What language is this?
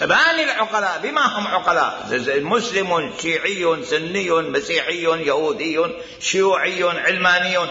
Mesopotamian Arabic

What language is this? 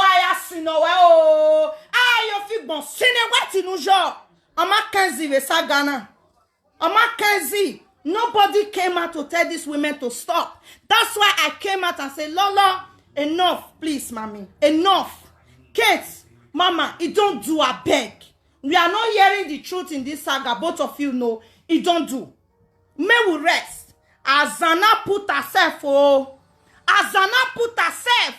Nigerian Pidgin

